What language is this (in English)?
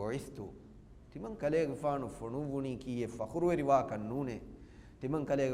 Divehi